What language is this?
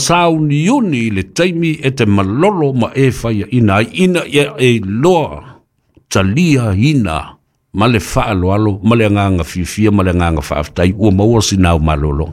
Samoan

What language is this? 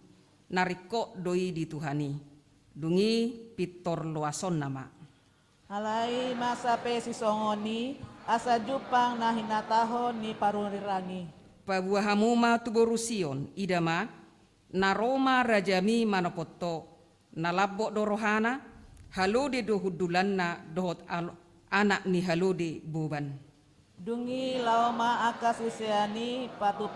Batak Toba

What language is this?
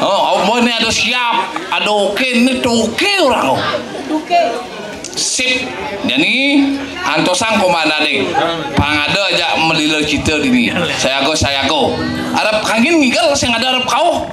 Balinese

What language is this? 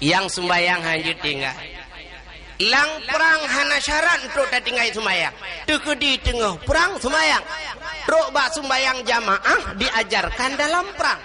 Achinese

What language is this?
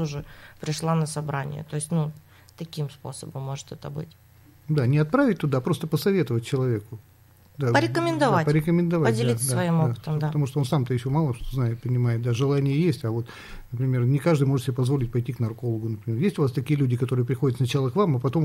Russian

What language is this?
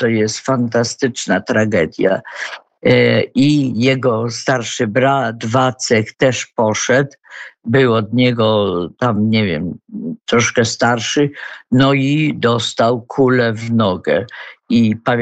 Polish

